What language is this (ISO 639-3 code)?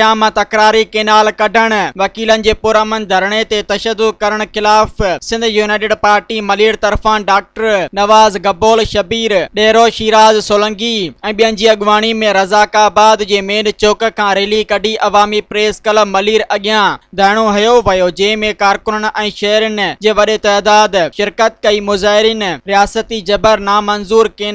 snd